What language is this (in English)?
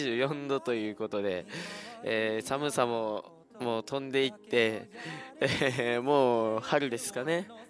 Japanese